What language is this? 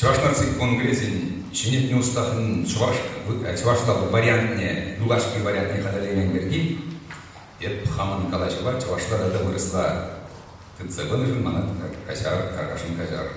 Chuvash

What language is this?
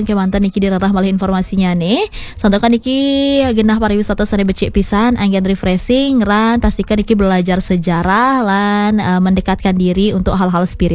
Balinese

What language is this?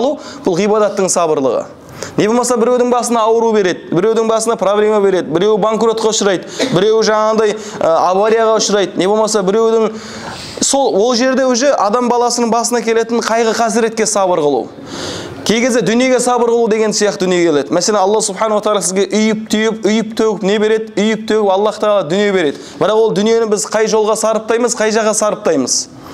Kazakh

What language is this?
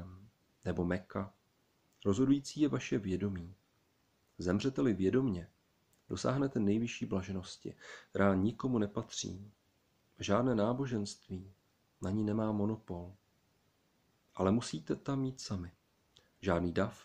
Czech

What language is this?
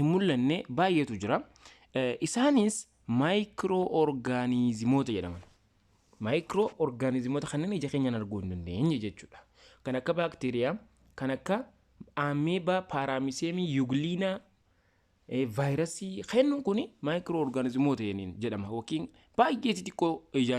Oromo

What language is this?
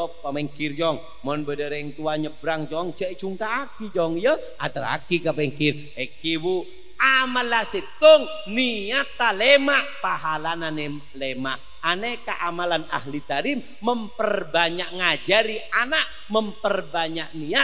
Madurese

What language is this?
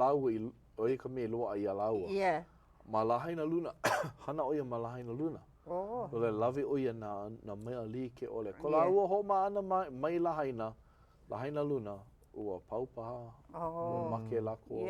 Hawaiian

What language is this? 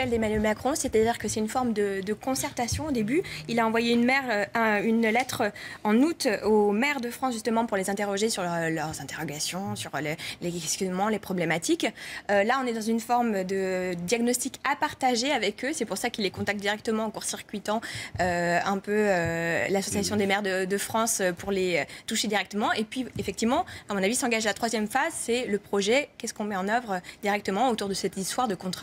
French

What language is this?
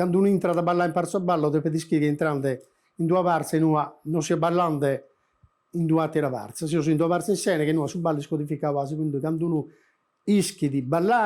Sardinian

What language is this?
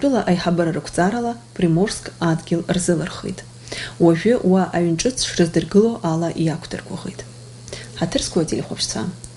Abkhazian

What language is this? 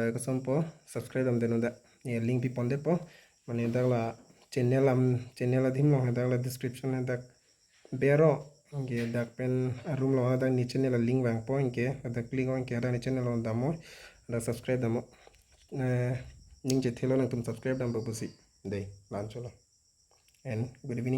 Karbi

